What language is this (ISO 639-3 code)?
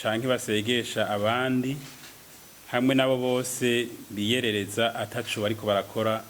run